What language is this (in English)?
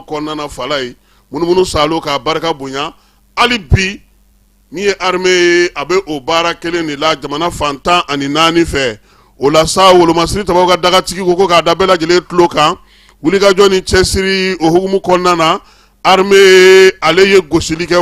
Bambara